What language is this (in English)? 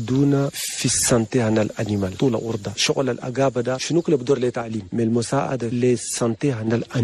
Chadian Arabic